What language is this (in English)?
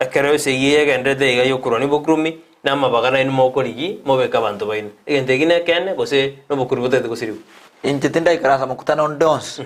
Gusii